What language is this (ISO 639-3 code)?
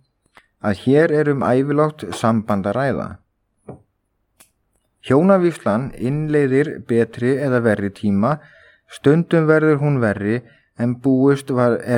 isl